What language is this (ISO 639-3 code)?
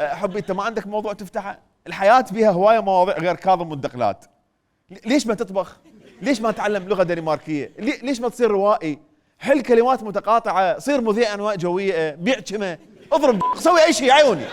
acm